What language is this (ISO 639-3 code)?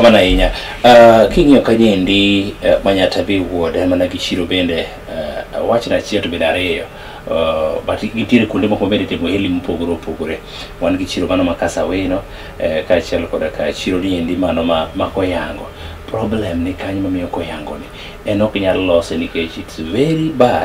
luo